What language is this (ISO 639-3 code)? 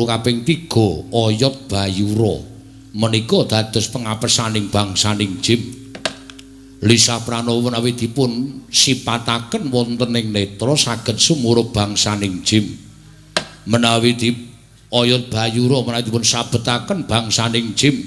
jav